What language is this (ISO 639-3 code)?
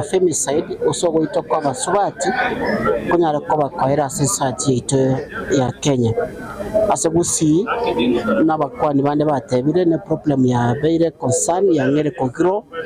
guz